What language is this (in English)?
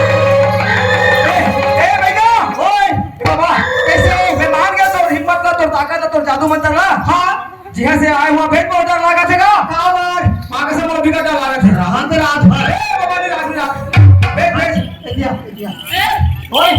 Chhattisgarhi